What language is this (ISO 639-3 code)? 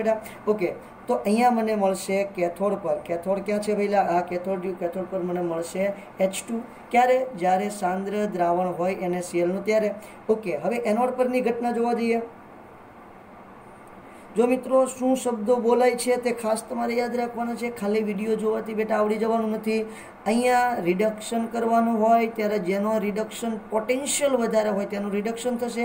guj